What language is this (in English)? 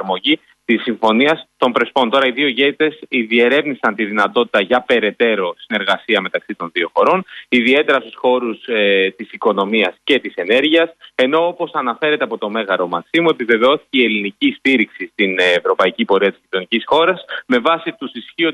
Greek